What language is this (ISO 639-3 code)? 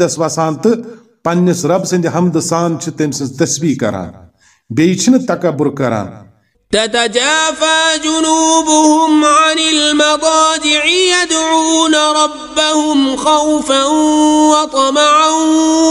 kas